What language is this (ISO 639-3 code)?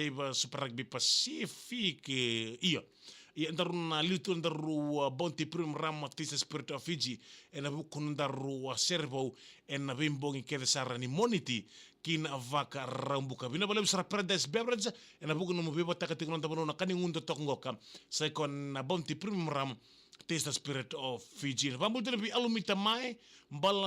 fij